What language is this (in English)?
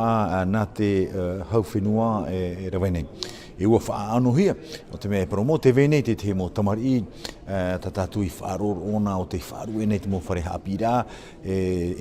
Tahitian